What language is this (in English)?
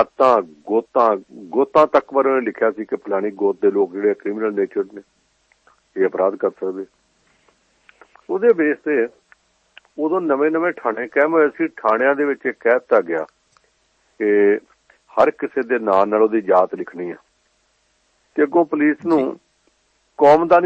Punjabi